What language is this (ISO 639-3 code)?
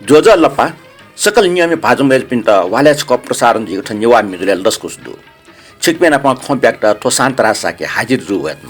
new